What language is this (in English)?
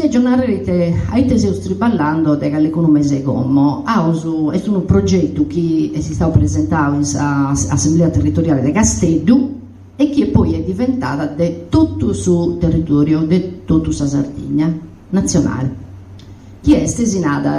Sardinian